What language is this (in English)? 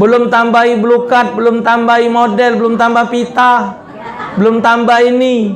Musi